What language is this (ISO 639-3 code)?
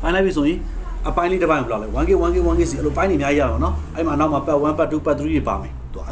mya